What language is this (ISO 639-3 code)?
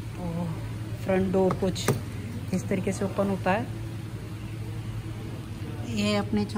hin